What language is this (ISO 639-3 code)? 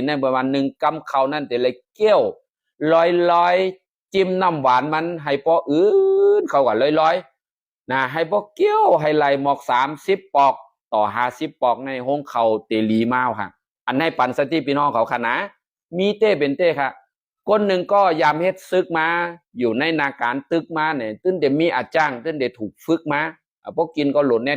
shn